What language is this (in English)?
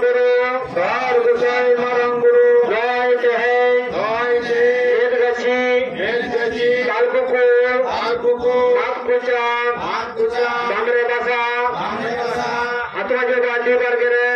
Santali